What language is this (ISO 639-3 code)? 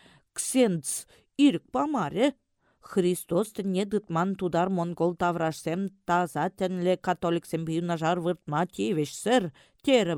chv